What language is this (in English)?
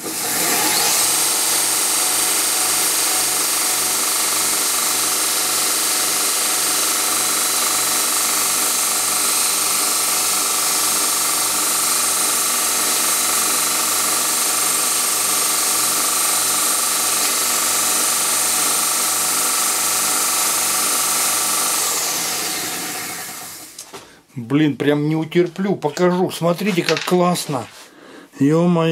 Russian